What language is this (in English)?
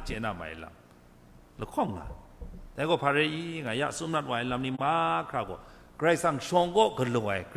Kachin